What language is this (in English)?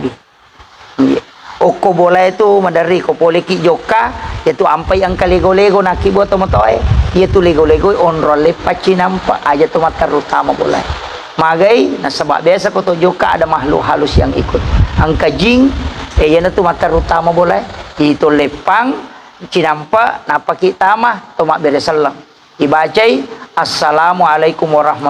Buginese